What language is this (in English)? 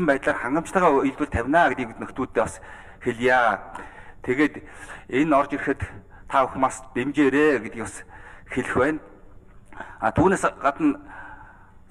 Mongolian